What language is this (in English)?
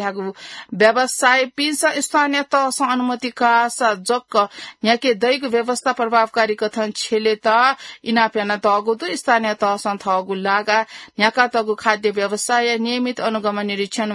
Newari